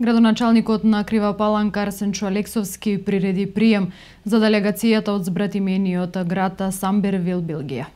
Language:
Macedonian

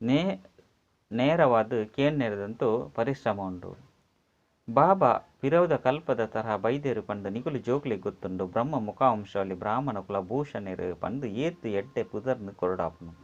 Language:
Tulu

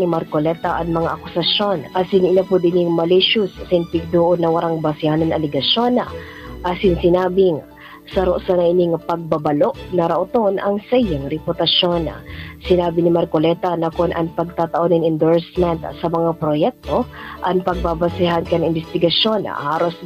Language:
Bikol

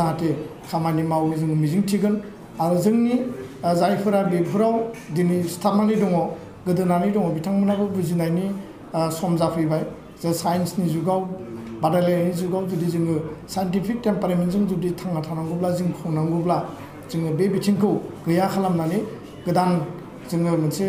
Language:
Bodo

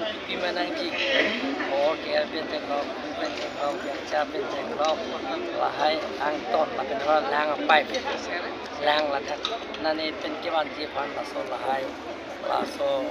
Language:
Karbi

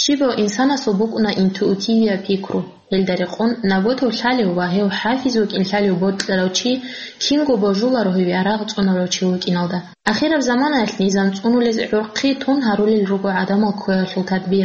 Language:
Avaric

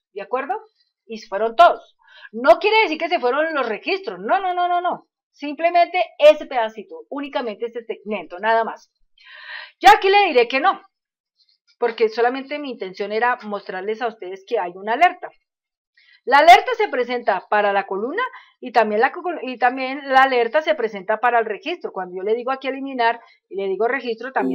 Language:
Spanish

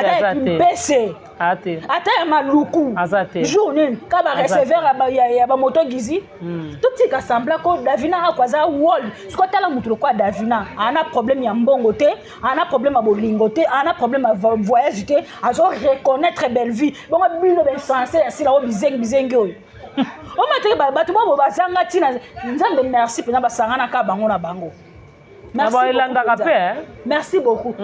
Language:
Lingala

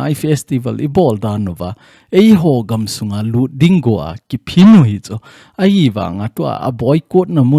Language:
Thado Chin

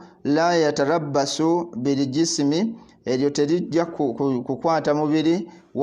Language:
Ganda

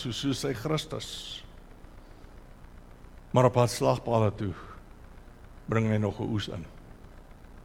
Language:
Afrikaans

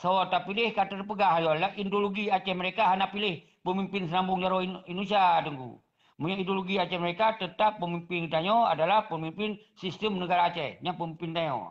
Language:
Achinese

